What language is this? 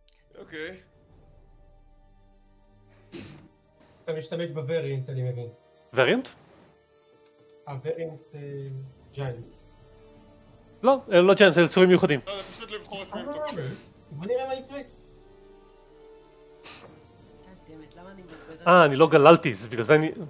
Hebrew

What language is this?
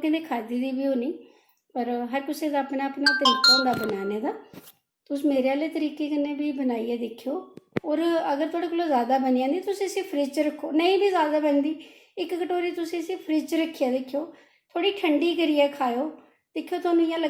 Dogri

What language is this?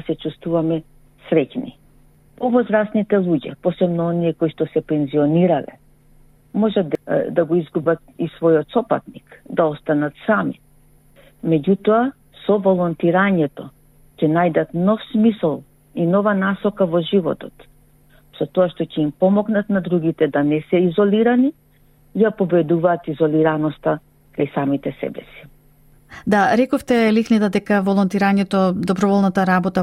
Macedonian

